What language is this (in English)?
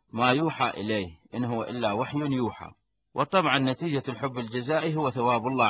Arabic